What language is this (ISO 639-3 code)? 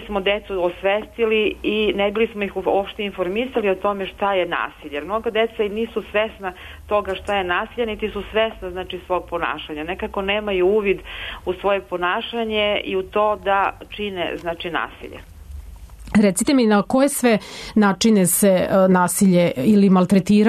srp